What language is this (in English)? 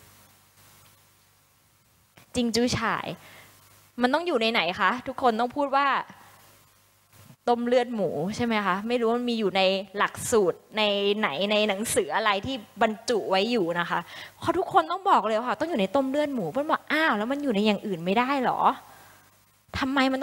Thai